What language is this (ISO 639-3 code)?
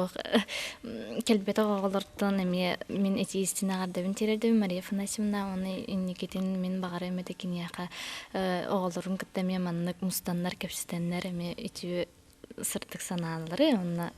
sah